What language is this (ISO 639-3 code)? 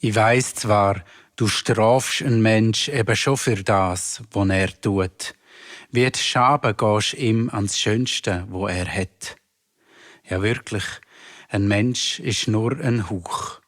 gsw